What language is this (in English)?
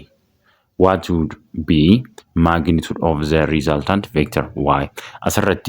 Oromo